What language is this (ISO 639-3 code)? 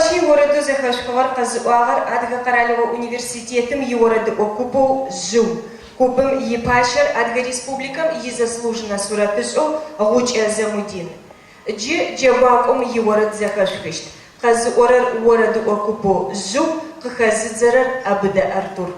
ady